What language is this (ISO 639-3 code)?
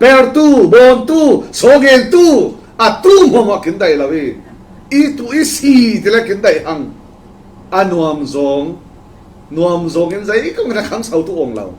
cfm